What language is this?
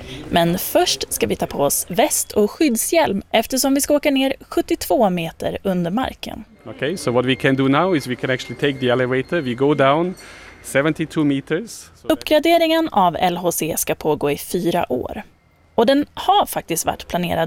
Swedish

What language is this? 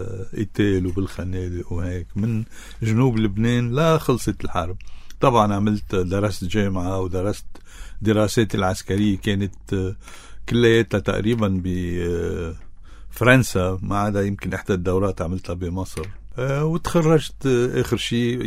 North Levantine Arabic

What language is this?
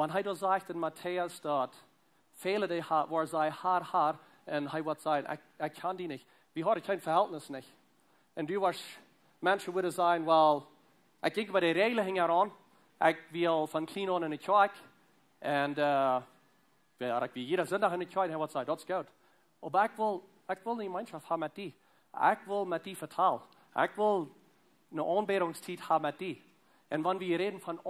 Plautdietsch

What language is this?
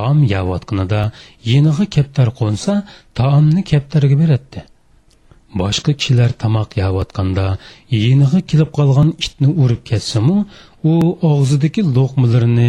Uyghur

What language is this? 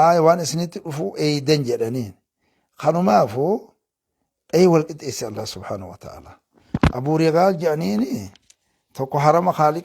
Oromo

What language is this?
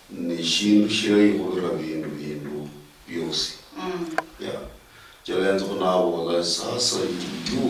Luyia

